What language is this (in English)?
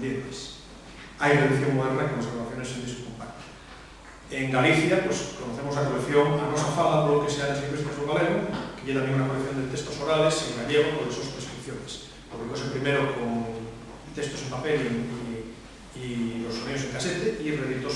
Asturian